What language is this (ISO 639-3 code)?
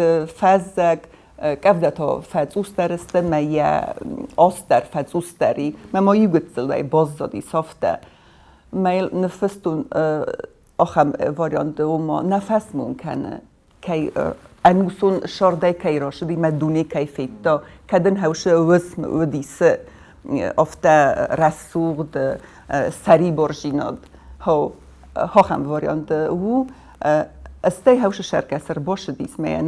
oss